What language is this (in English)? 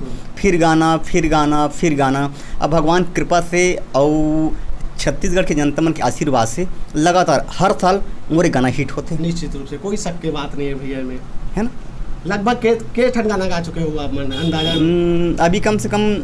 Chhattisgarhi